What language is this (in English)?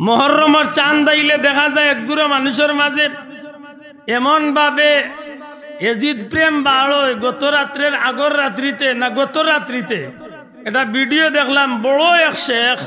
Sylheti